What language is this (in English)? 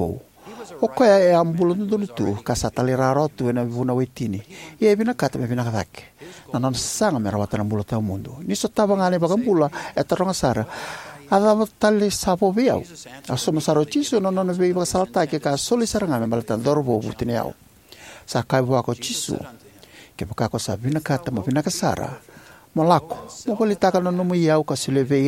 Fijian